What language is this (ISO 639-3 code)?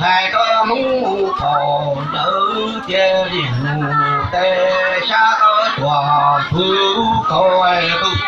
hmn